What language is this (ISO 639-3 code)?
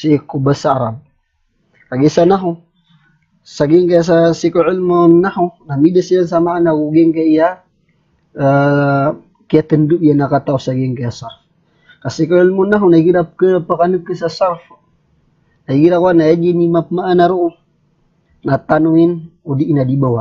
mrw